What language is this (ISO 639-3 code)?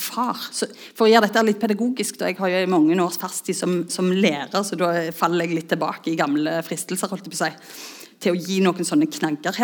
nor